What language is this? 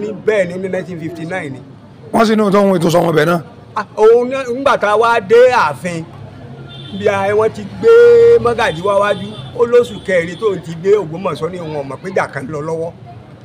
Yoruba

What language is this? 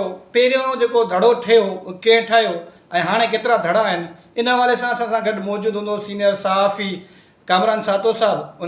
Sindhi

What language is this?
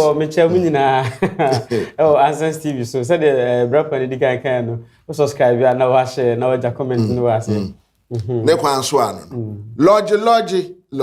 Akan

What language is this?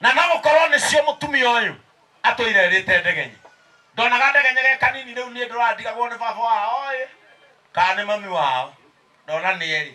Kikuyu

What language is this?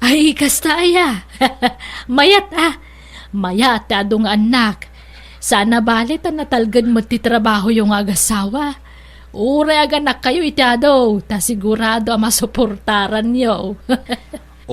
Iloko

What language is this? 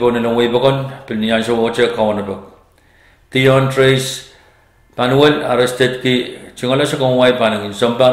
Pohnpeian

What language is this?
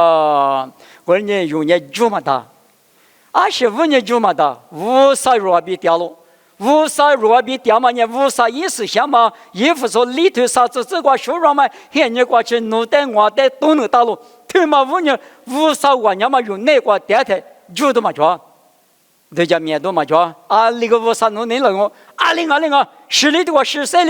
Lisu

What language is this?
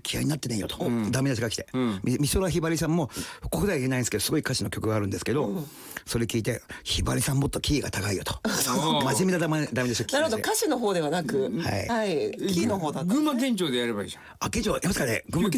Japanese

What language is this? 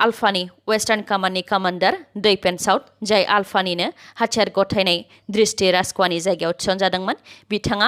Bodo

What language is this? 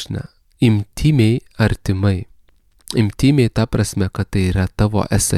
Lithuanian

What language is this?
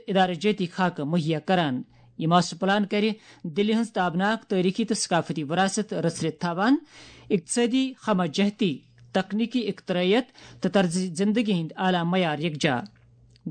Kashmiri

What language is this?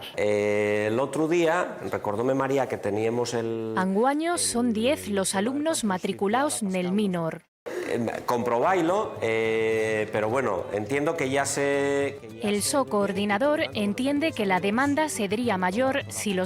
Asturian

